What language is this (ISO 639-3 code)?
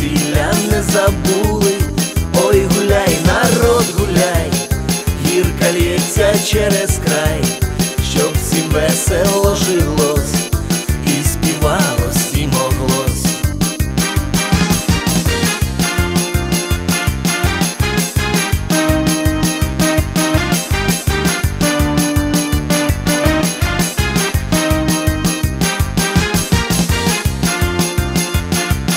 ukr